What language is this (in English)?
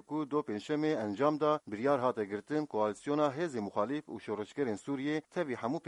Kurdish